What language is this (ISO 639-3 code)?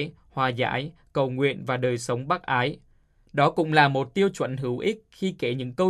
vie